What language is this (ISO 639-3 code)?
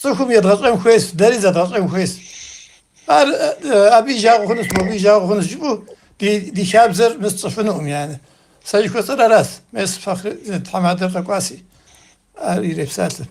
kbd